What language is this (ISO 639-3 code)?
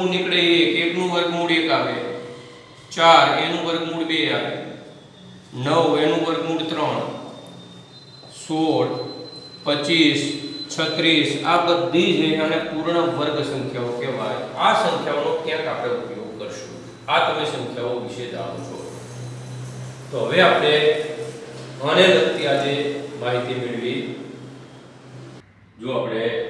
guj